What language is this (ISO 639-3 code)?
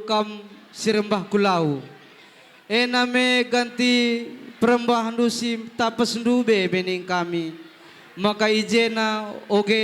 btx